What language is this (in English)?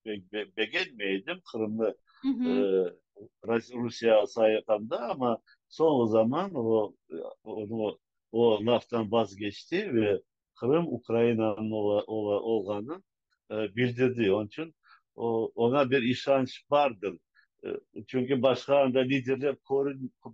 Crimean Tatar